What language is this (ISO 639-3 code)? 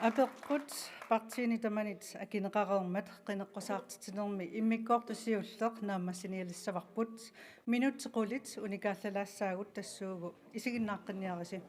kal